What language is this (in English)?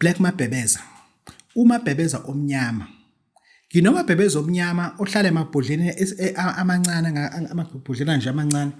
Zulu